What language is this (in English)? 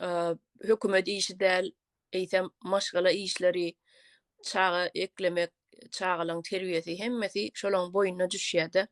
Turkmen